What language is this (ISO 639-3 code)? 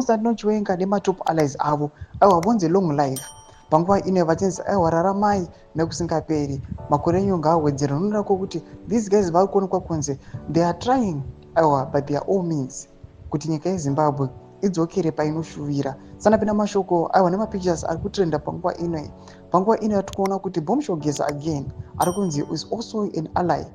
sna